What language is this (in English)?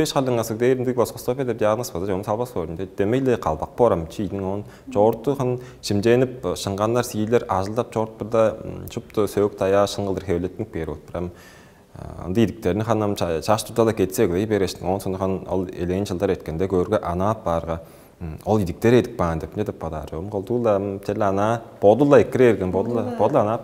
Tuvinian